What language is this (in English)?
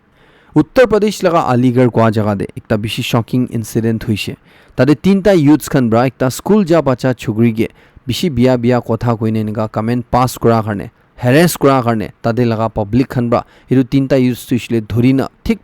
Naga Pidgin